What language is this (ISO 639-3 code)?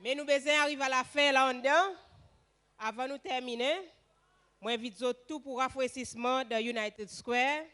crs